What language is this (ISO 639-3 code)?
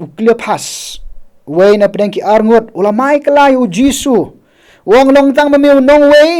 kha